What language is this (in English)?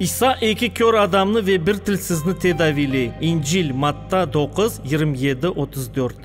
Crimean Tatar